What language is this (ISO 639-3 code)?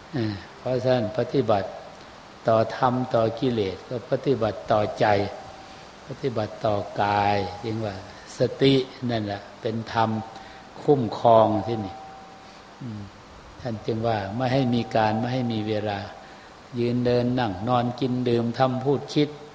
tha